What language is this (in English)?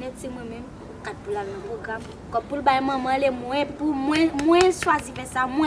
Haitian Creole